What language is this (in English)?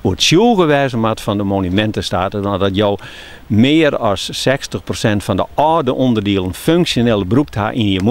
Western Frisian